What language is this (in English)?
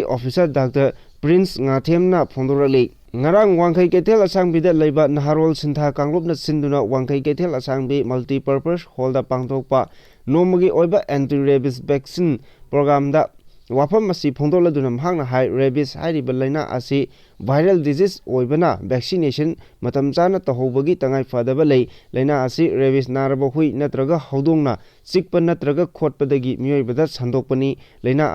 Manipuri